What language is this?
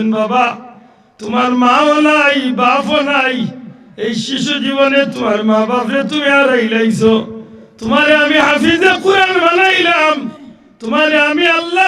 Sylheti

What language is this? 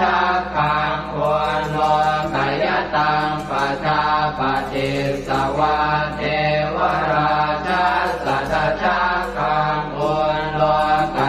Pali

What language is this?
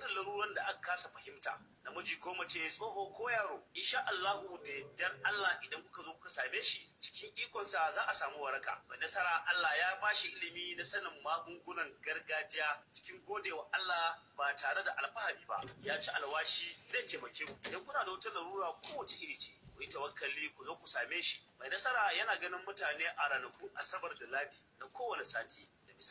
Hausa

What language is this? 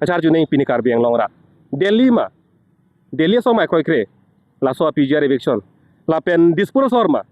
Karbi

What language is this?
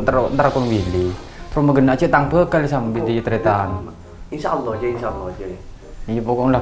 Madurese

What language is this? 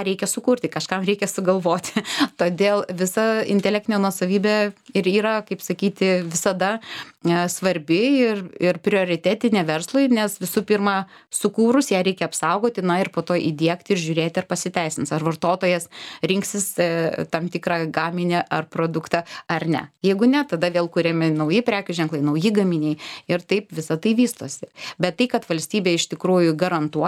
Lithuanian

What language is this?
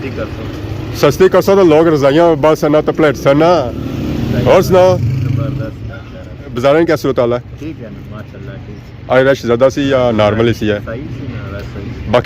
Pahari-Potwari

